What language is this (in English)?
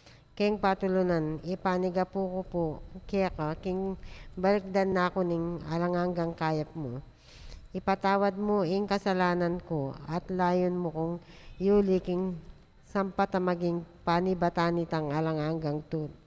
Pampanga